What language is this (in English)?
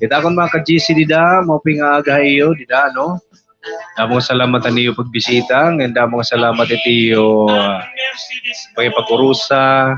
Waray